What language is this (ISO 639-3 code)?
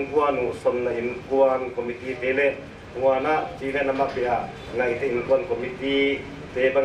pck